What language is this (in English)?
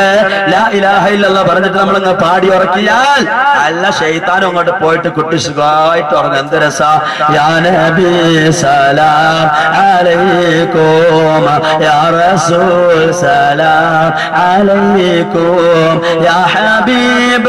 Malayalam